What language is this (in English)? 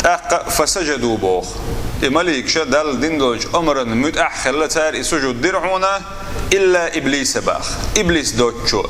Chechen